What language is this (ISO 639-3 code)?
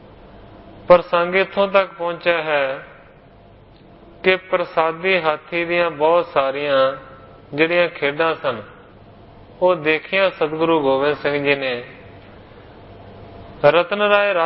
pan